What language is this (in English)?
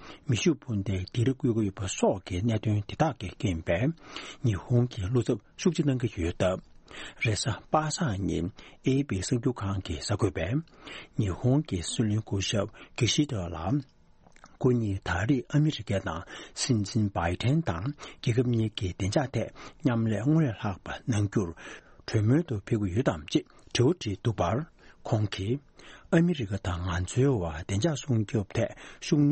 Tibetan